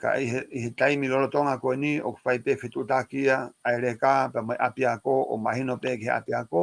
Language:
Tongan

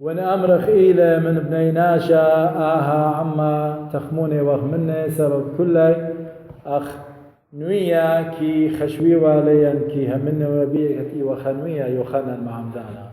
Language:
Assyrian Neo-Aramaic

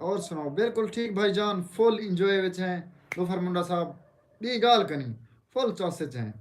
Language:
Saraiki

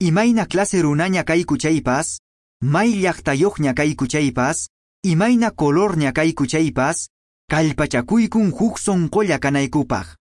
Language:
Quechua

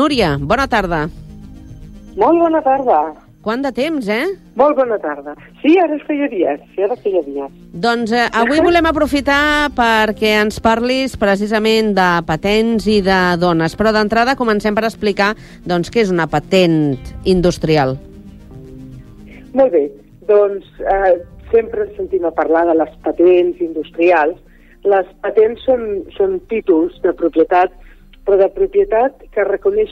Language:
Catalan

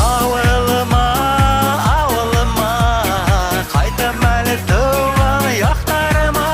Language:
Bashkir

